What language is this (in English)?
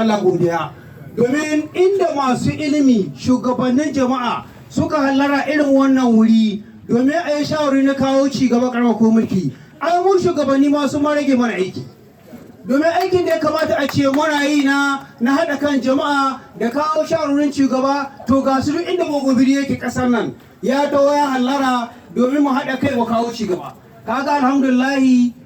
Hausa